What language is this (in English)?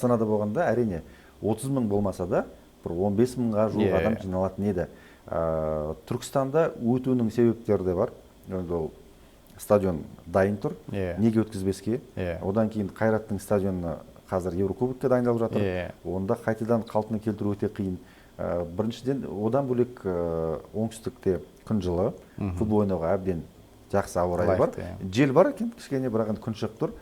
Kazakh